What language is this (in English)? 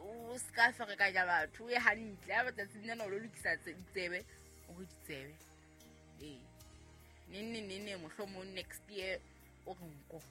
Southern Sotho